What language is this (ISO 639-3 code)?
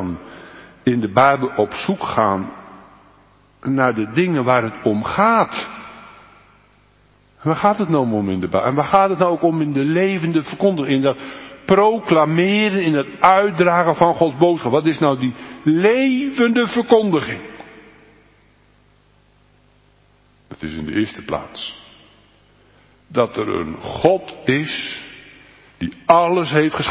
nld